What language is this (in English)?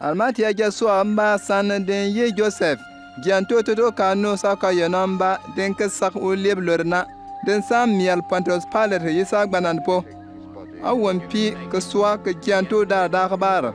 Bimoba